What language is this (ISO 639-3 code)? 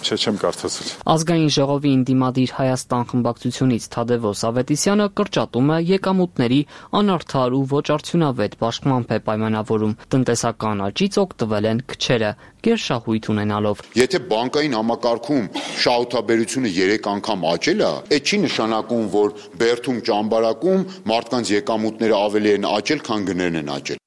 hye